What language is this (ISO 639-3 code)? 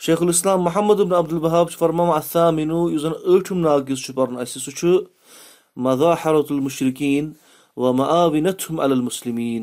kas